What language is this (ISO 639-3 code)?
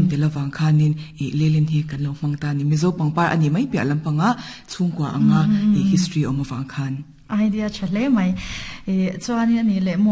lus